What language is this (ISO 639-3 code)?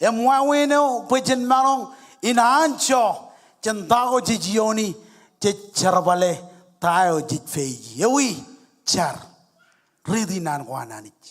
mah